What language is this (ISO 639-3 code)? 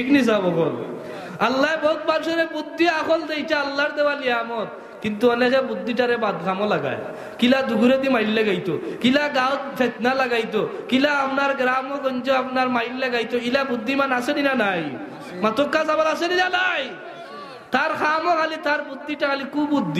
syl